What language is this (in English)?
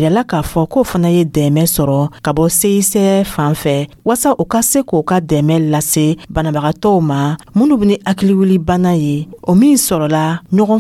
Dyula